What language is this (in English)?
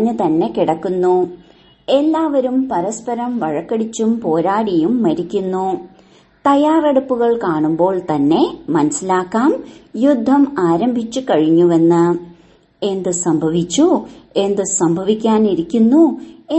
Malayalam